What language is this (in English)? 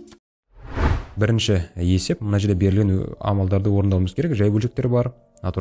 Kazakh